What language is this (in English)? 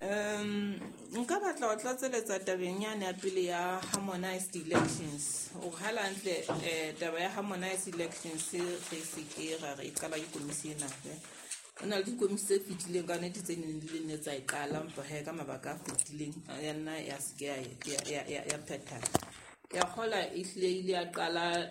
Southern Sotho